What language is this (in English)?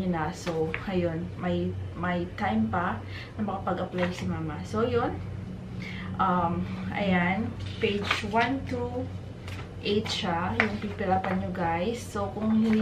Filipino